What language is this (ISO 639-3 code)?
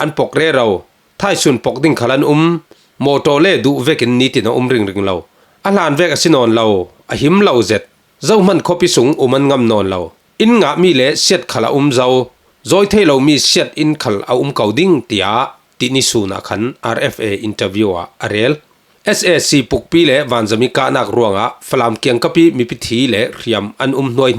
cfm